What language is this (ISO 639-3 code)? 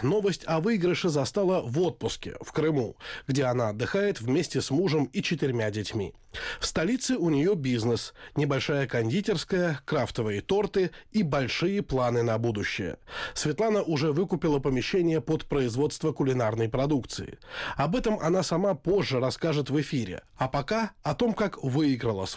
rus